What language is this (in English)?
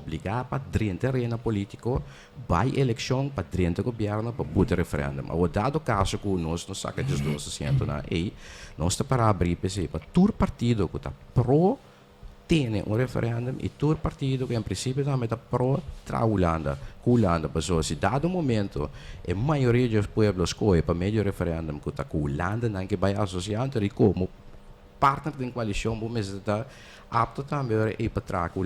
Papiamento